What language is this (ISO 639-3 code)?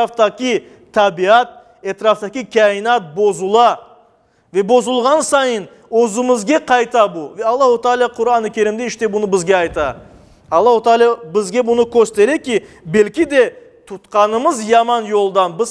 crh